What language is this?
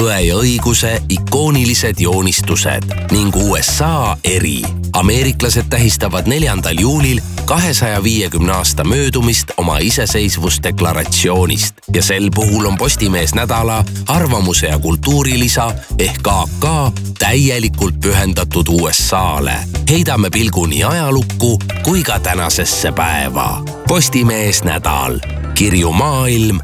Estonian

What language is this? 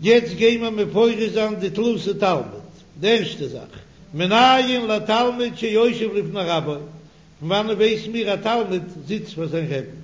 Yiddish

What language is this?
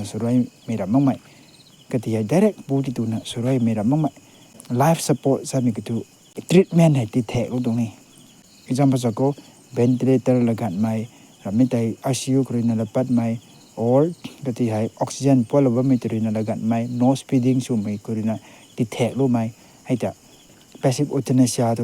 Rongmei Naga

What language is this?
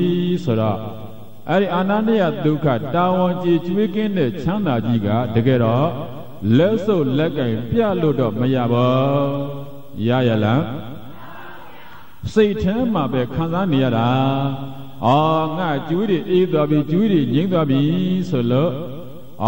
Burmese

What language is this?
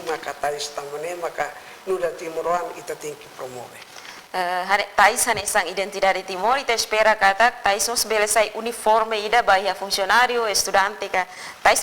Tetum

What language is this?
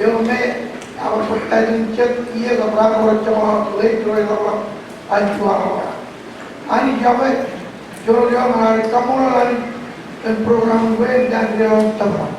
Marshallese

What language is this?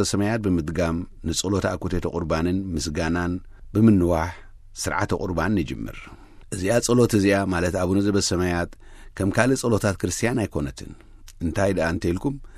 Tigrinya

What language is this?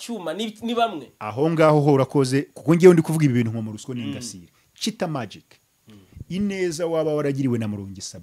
Kinyarwanda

